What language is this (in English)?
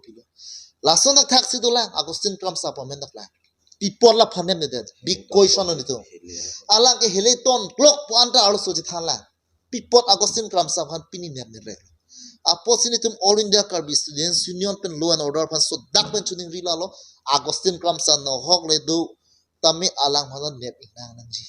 Karbi